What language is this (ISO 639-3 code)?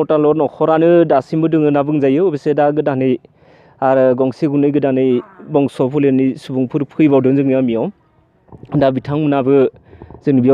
brx